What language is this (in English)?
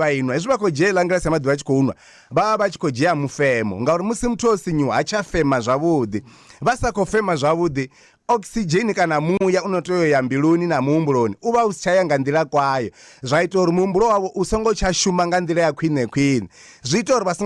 Venda